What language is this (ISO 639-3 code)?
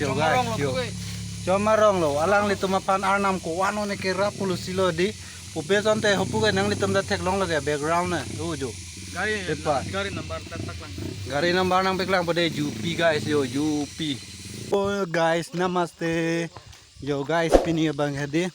mjw